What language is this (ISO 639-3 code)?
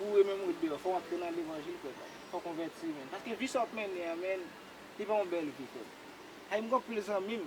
hat